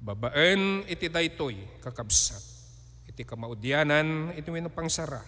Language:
Iloko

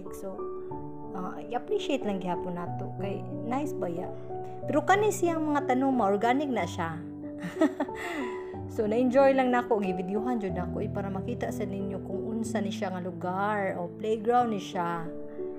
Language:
Cebuano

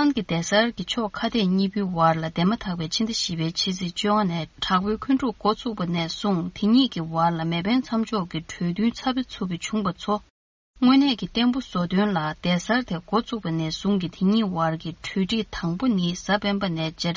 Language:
Tibetan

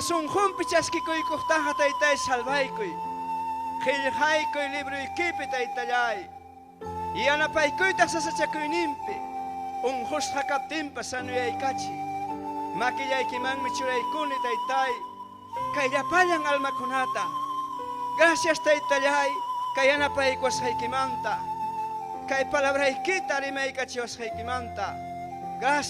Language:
Ayacucho Quechua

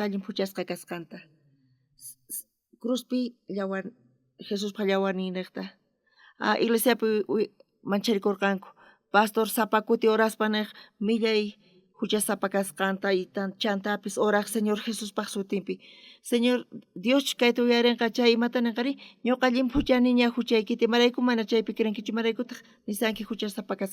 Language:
South Bolivian Quechua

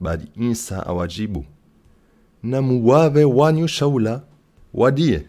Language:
Comorian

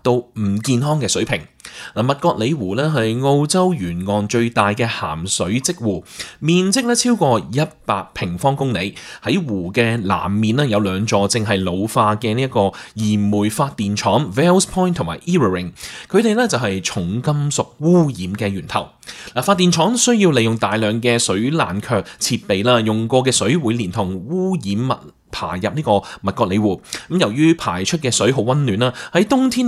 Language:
Cantonese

